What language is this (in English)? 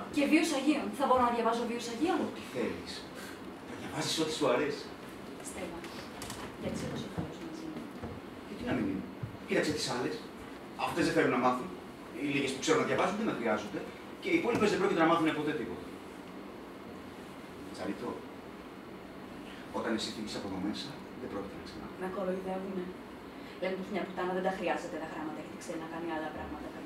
Greek